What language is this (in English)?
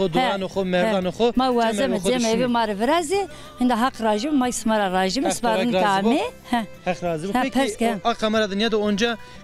Zaza